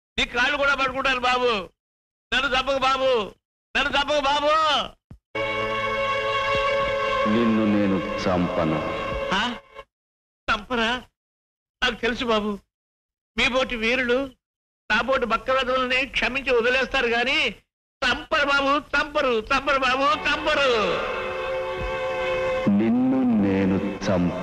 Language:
Telugu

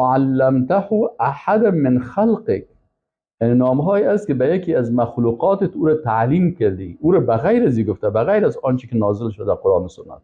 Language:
Persian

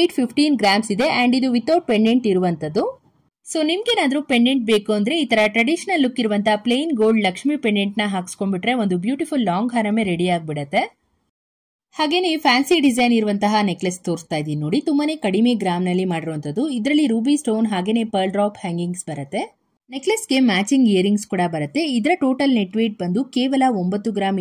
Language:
Kannada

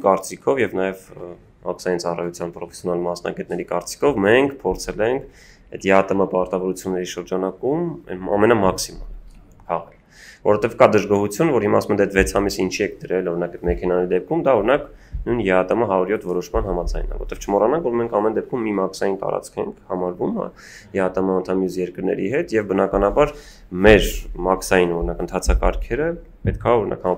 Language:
Armenian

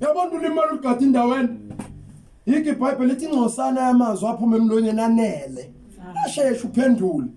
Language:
Zulu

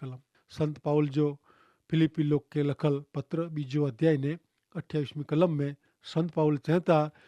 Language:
Kachhi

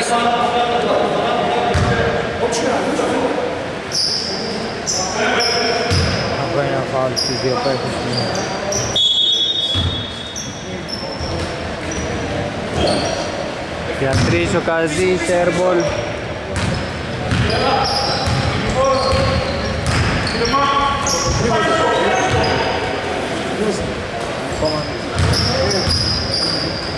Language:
Greek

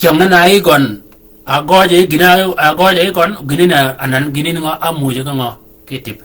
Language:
Shilluk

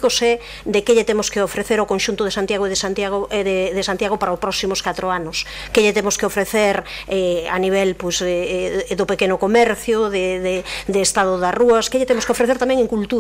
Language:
Galician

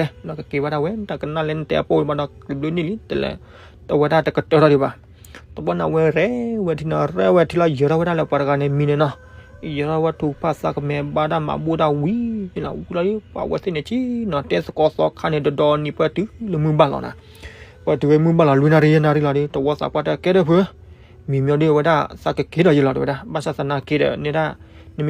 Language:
S'gaw Karen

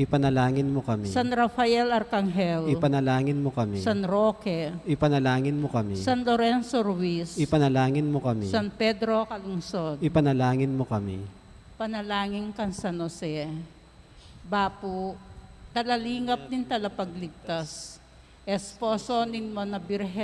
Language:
Pampanga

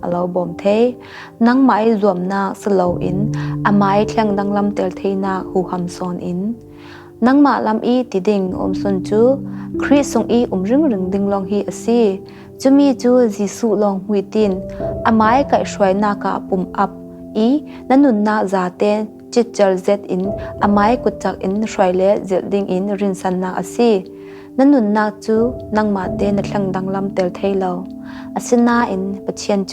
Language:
Falam Chin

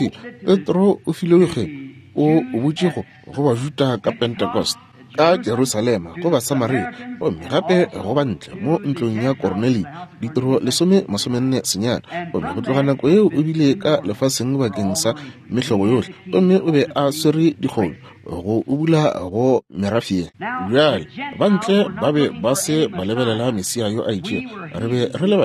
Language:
Northern Sotho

